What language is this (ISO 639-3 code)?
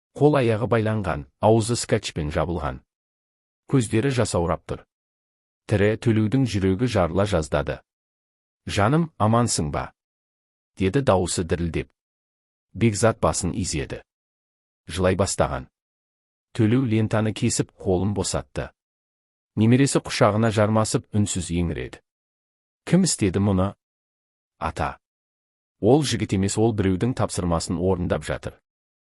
kaz